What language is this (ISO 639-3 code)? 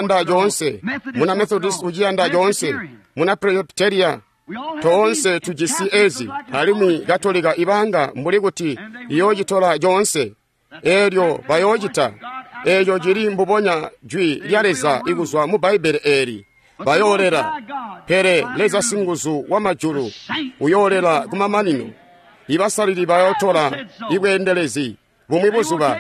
toi